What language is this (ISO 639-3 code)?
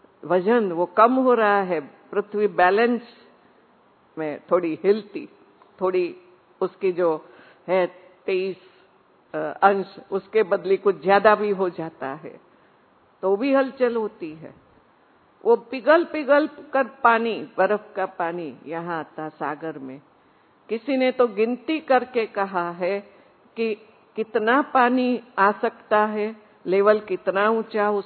hin